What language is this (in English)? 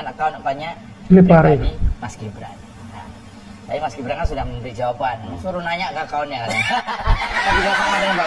Indonesian